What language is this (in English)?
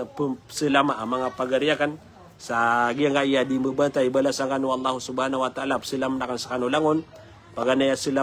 Maranao